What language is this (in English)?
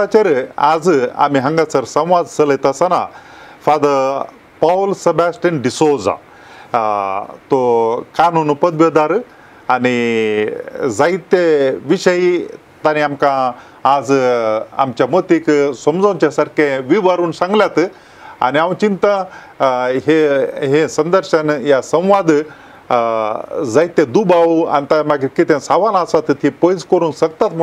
Konkani